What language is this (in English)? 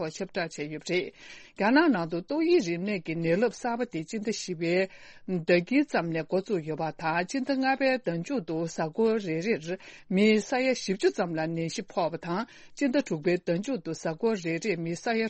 Tibetan